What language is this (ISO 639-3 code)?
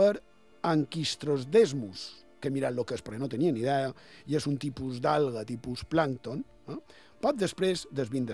cat